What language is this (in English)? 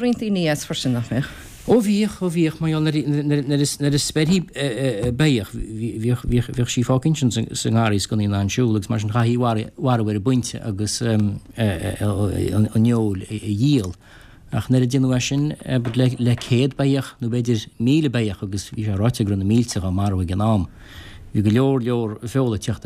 Irish